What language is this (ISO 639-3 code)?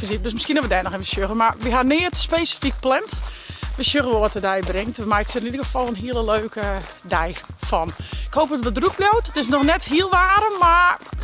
fry